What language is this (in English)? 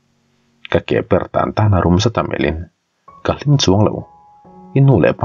Mizo